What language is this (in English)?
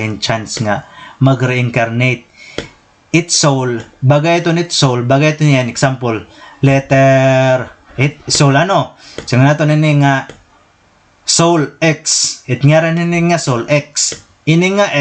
Waray